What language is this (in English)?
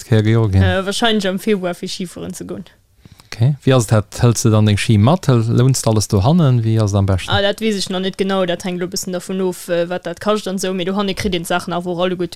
Luxembourgish